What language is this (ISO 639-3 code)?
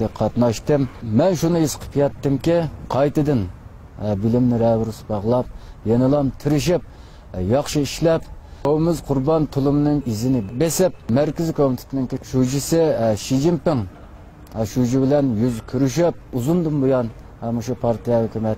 uig